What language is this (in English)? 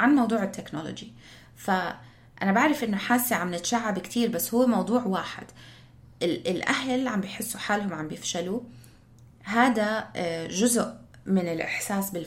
North Levantine Arabic